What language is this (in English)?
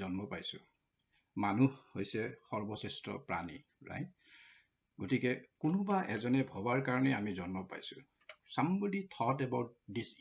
Assamese